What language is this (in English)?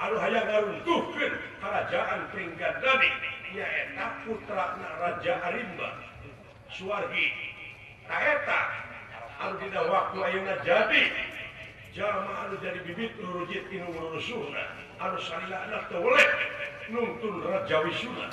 Sundanese